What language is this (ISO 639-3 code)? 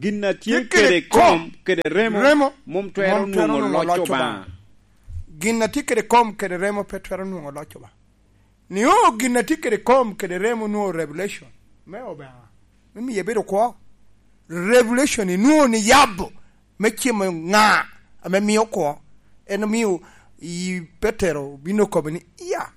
laj